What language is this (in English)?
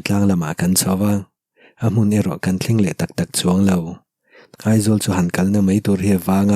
Mizo